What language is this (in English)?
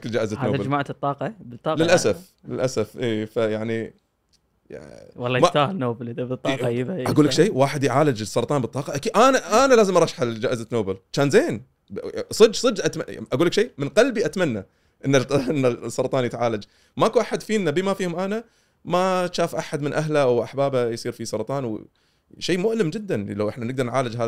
Gulf Arabic